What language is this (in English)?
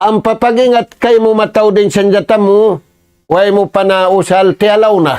Tausug